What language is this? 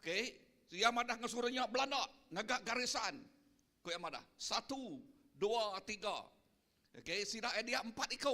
Iban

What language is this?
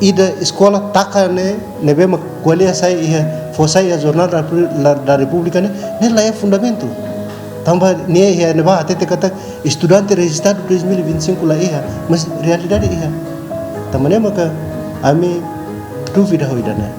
Tetum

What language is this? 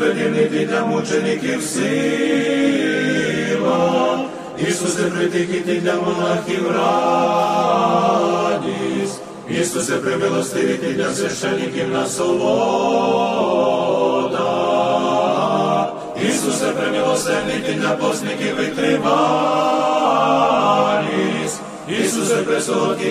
Ukrainian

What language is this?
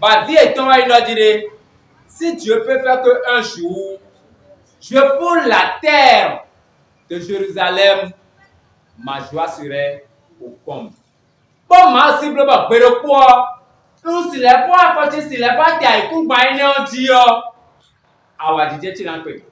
Fon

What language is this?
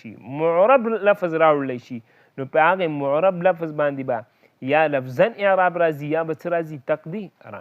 Pashto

